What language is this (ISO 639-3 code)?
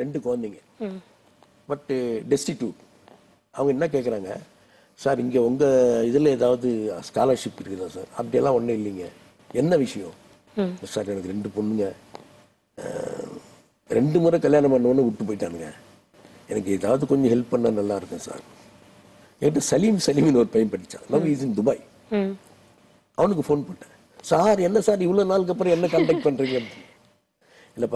tam